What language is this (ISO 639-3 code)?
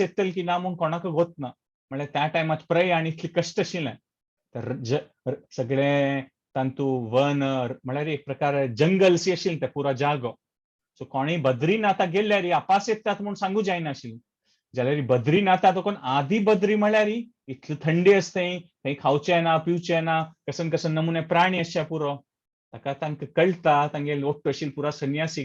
kok